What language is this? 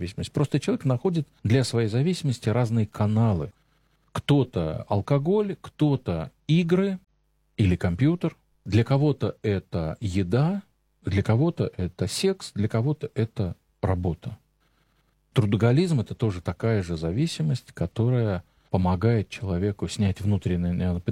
Russian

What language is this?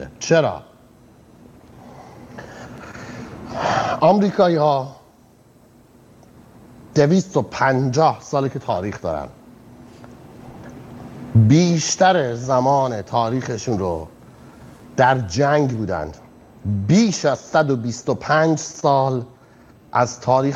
Persian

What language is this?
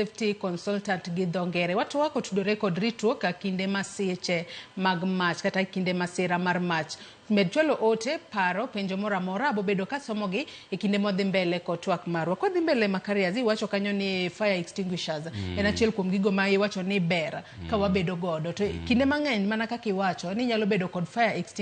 Luo (Kenya and Tanzania)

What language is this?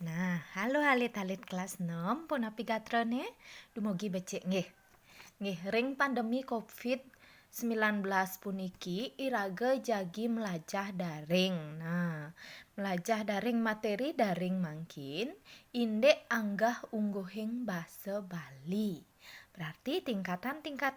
Balinese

